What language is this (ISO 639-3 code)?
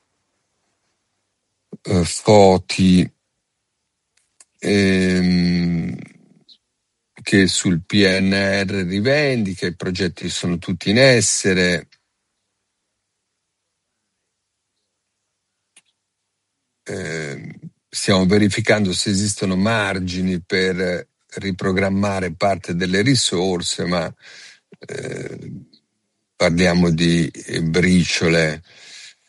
ita